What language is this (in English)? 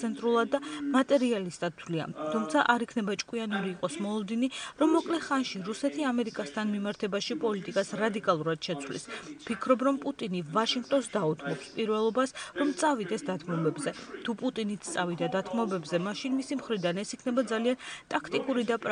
Georgian